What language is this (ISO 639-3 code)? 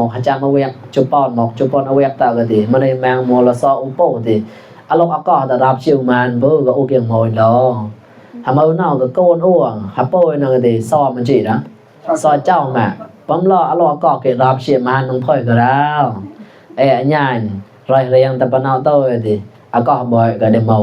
mnw